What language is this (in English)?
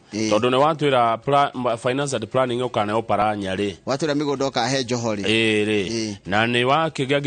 Kikuyu